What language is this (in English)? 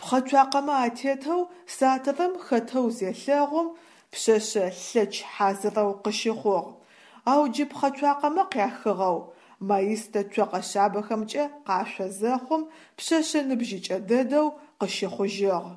Adyghe